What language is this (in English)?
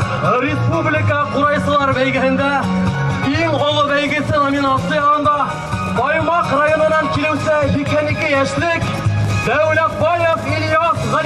Bashkir